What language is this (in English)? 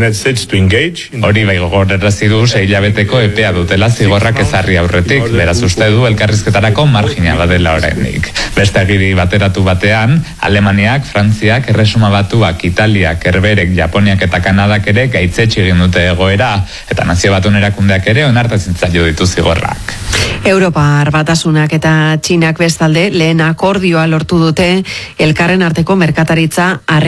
Basque